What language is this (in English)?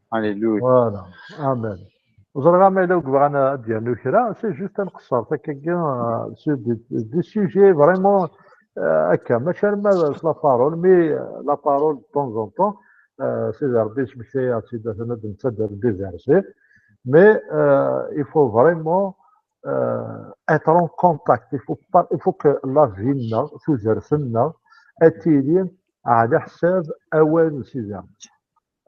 Kabyle